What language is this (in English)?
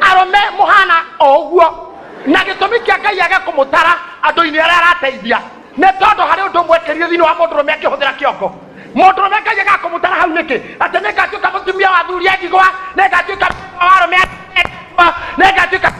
Kikuyu